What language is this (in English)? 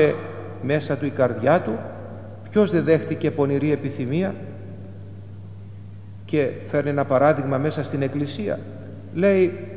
Greek